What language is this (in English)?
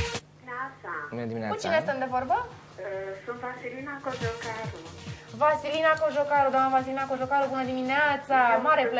Romanian